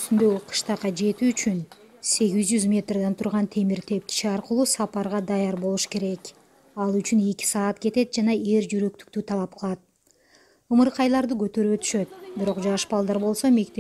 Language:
Kyrgyz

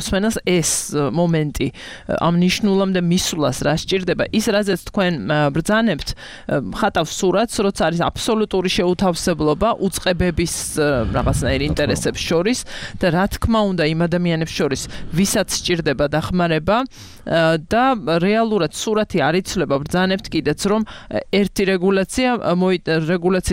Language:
Georgian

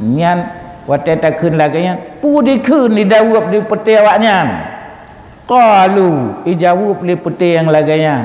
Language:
Achinese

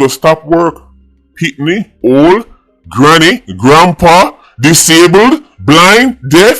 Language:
Jamaican Creole English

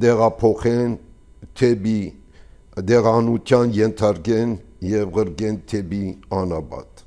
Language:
Armenian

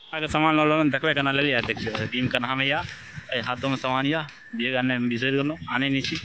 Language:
Maithili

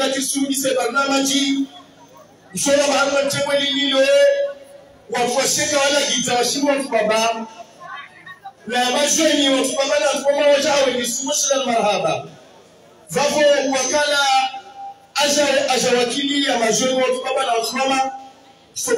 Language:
Swahili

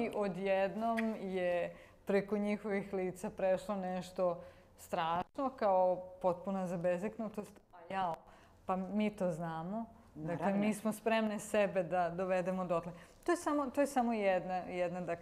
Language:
Serbian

